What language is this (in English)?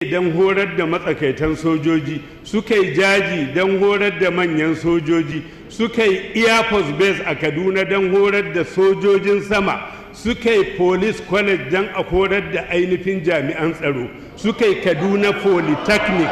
Hausa